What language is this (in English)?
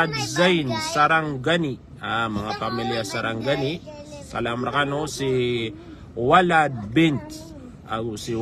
Maranao